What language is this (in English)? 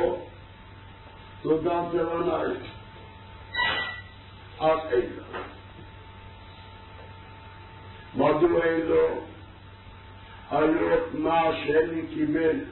Hebrew